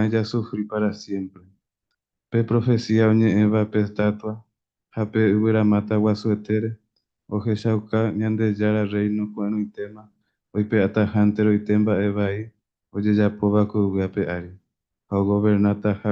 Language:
Guarani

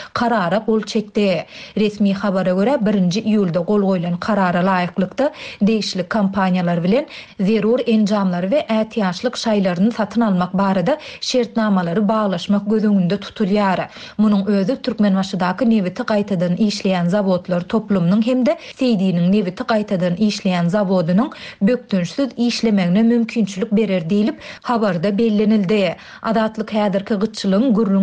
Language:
Turkmen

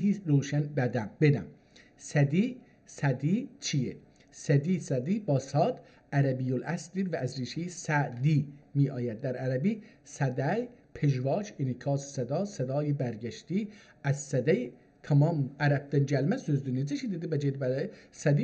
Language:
South Azerbaijani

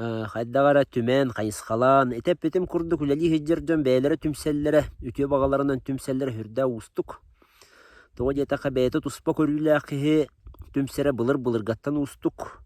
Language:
Yakut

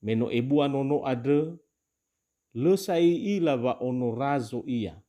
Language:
Nias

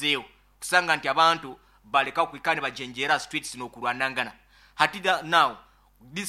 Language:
Nyankole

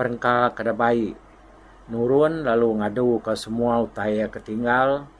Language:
Iban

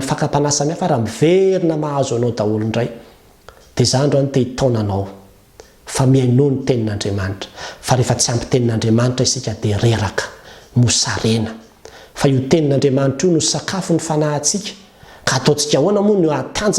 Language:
Malagasy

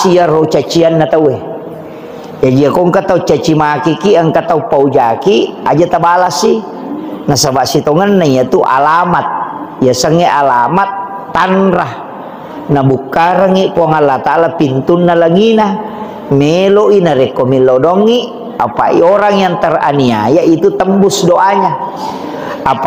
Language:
Buginese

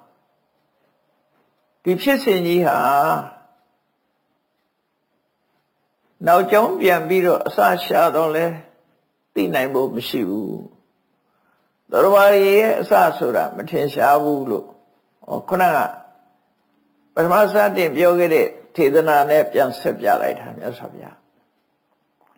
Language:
Burmese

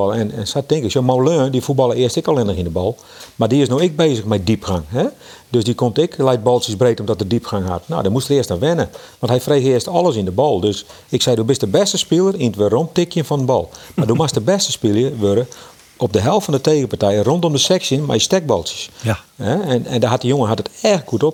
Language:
Western Frisian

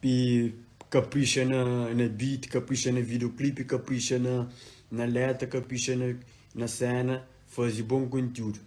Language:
Kabuverdianu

